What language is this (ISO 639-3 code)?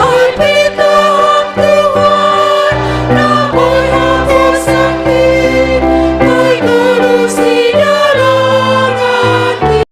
bts